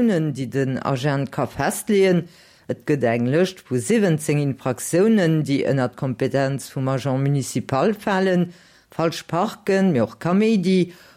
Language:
Luxembourgish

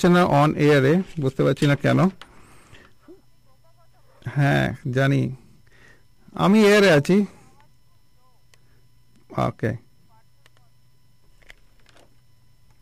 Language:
Bangla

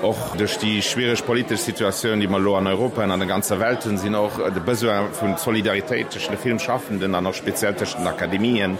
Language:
Luxembourgish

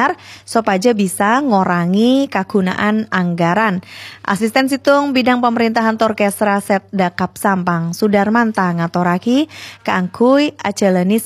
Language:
Madurese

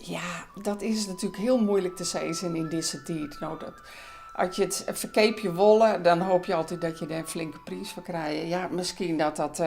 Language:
Western Frisian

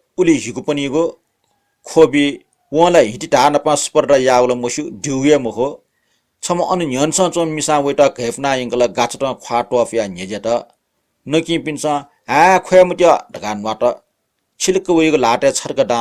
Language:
Newari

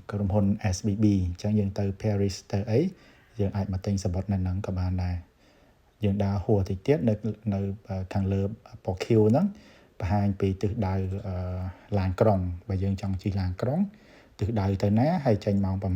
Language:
Khmer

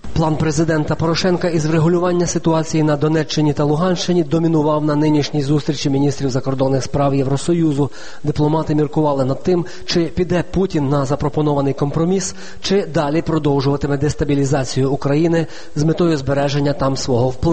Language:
Ukrainian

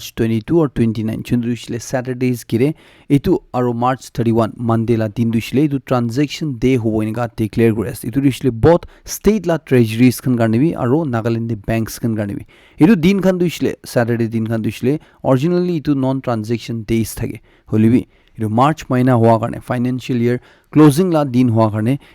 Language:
Naga Pidgin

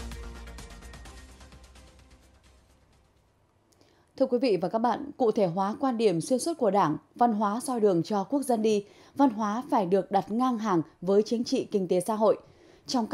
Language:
Vietnamese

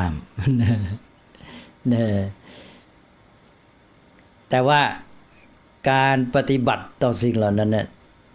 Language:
Thai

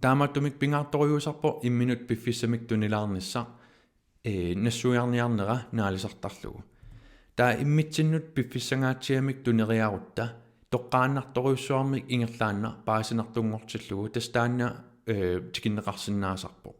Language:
Kalaallisut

